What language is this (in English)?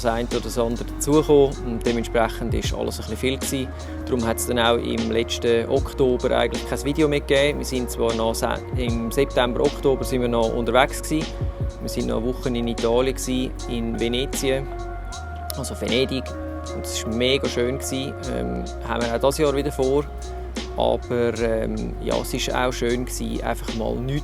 Swiss German